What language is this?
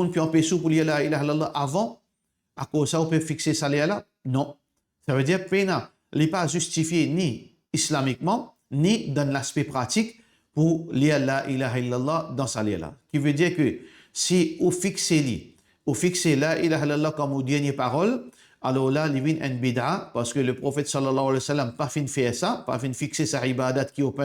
Morisyen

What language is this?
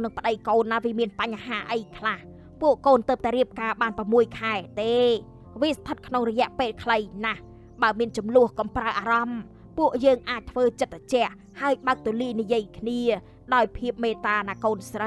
Khmer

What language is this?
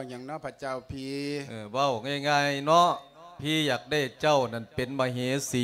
Lao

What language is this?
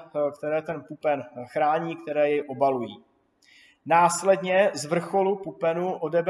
Czech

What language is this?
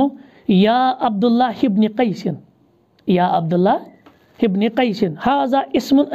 Kashmiri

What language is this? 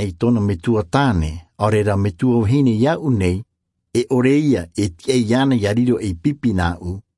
Tahitian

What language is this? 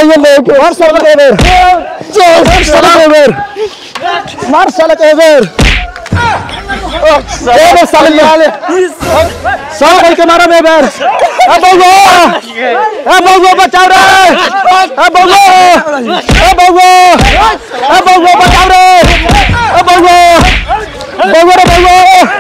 Bhojpuri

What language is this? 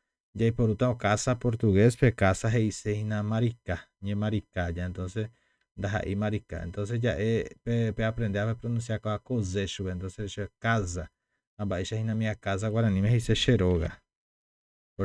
Guarani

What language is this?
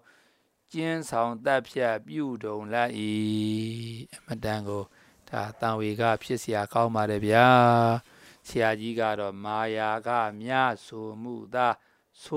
Burmese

